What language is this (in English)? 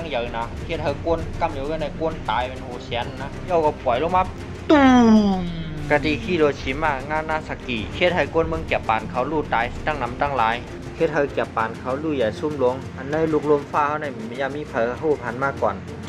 Shan